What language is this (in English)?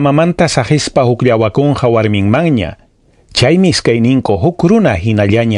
Ayacucho Quechua